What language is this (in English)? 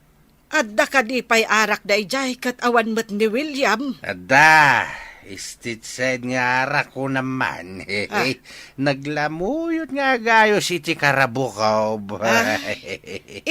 Iloko